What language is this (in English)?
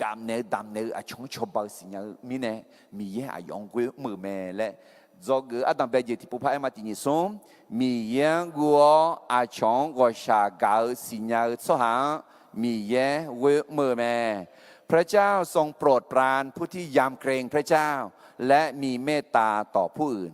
Akha